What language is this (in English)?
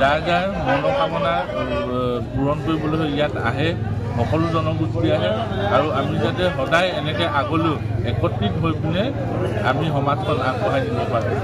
Assamese